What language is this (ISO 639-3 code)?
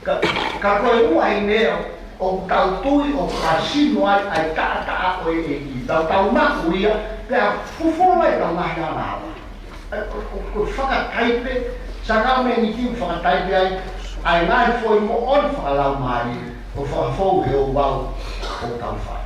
ton